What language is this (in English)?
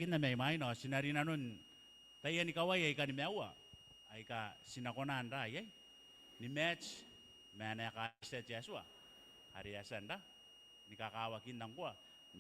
Gilbertese